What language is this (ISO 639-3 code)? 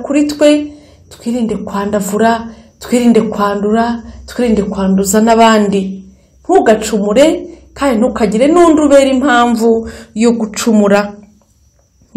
kin